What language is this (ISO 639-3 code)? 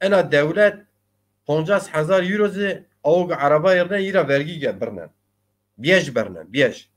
zza